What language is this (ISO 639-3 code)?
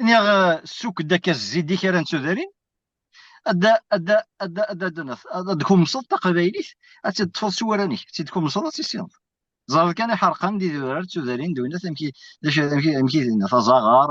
kab